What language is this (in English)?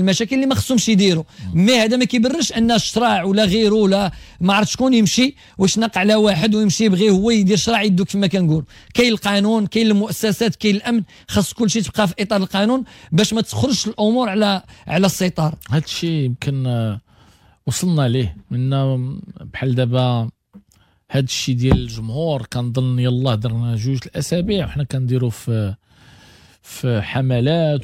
Moroccan Arabic